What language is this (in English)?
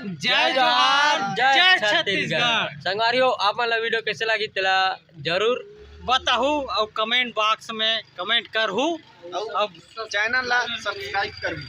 Chhattisgarhi